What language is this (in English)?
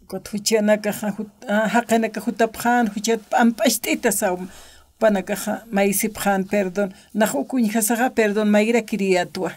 Aymara